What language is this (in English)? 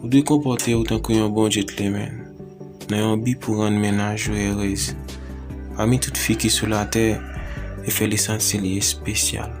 Haitian Creole